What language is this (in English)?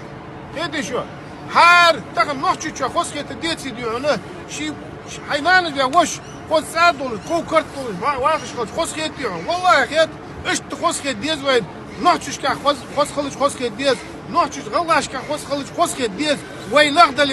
Ingush